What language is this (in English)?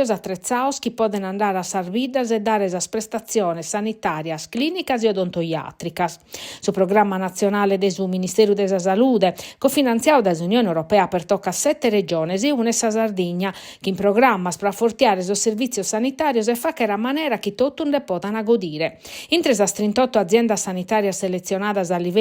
Sardinian